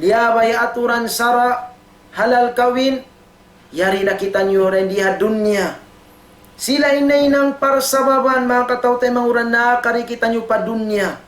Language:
Tausug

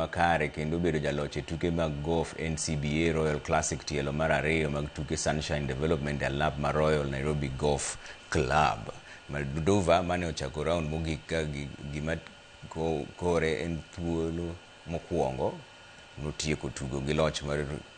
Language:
Luo (Kenya and Tanzania)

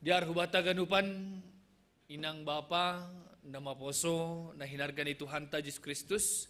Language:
Batak Simalungun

